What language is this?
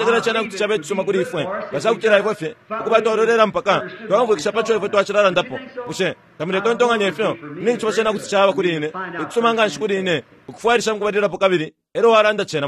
Bemba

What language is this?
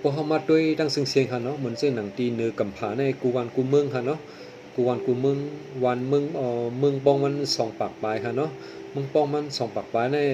Shan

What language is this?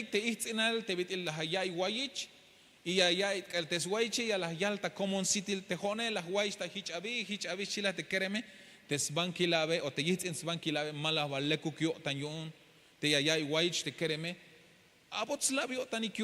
Tzeltal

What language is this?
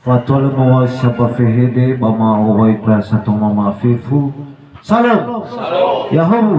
Nias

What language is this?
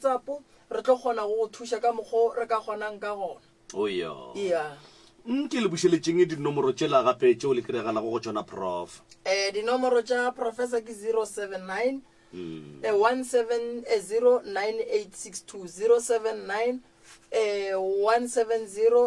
Northern Sotho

